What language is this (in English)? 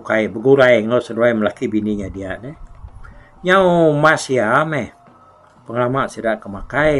Iban